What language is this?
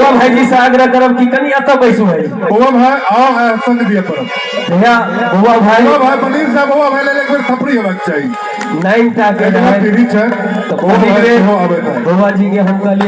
Maithili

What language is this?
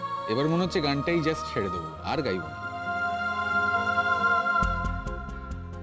Bangla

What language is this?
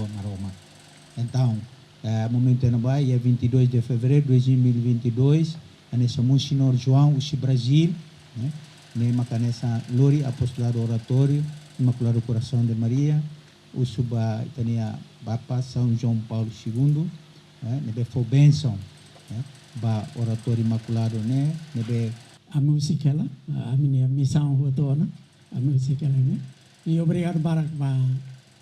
Tetum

